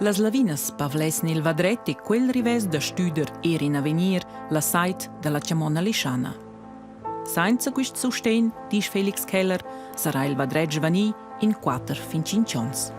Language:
Romansh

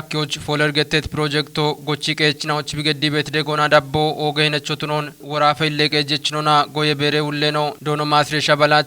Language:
Kafa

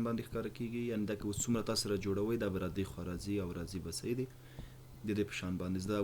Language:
Pashto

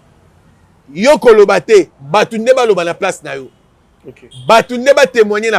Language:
Lingala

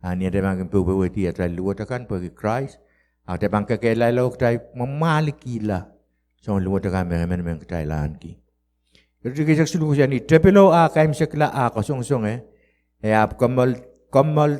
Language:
Pohnpeian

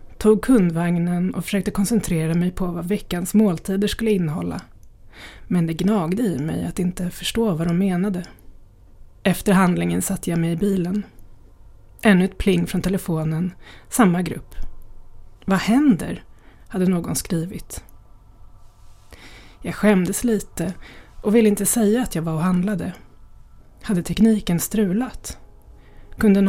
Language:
Swedish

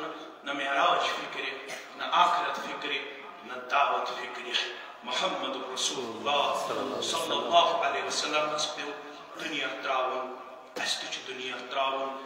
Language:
Kashmiri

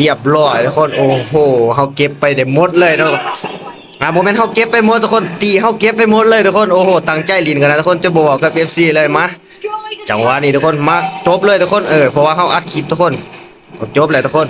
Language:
Lao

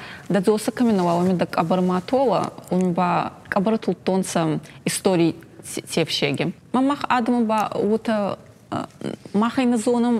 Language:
Ossetic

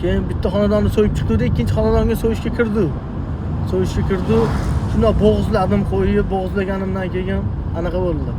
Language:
Uzbek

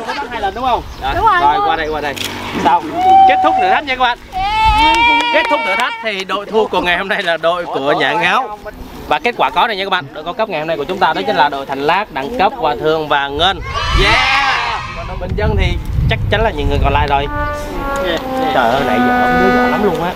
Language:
Vietnamese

